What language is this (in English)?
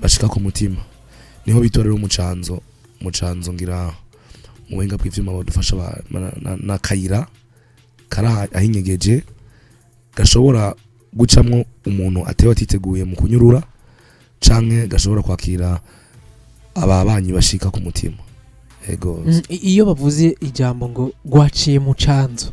Rundi